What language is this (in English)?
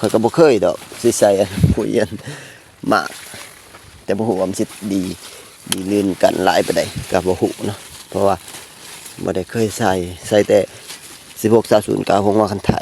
Lao